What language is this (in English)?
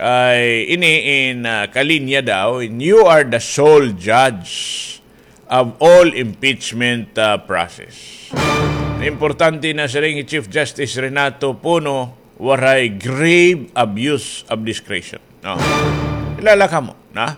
Waray